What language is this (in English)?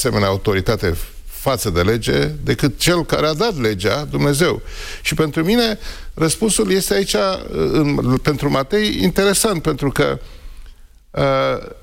Romanian